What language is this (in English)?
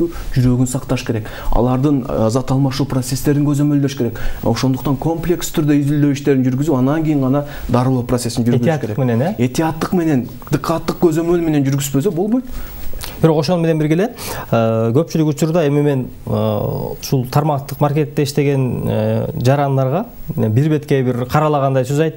Kyrgyz